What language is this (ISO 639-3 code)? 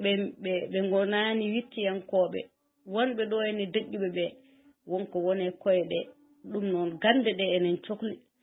ful